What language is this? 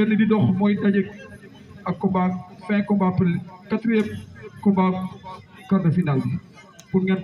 Wolof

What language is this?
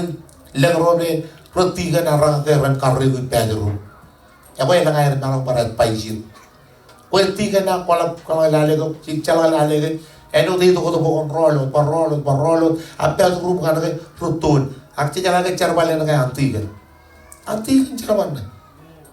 Marshallese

